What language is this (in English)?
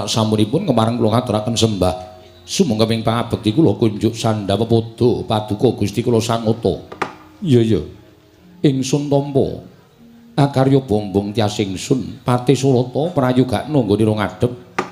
Javanese